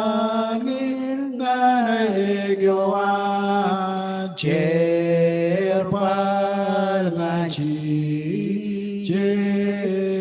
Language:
Marshallese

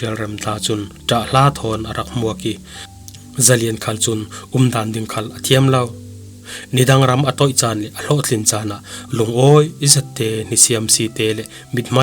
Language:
Falam Chin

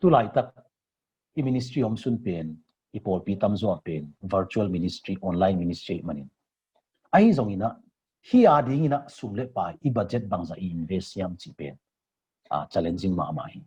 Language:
Tedim Chin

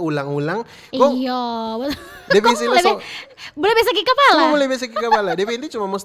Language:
Manado Malay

